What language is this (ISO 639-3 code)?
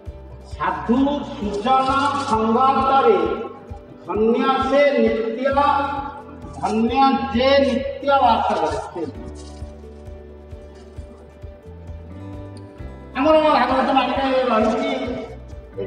ori